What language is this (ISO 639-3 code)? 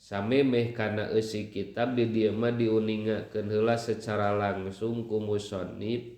sun